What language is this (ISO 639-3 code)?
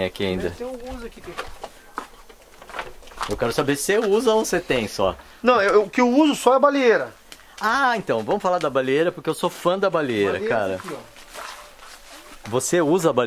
por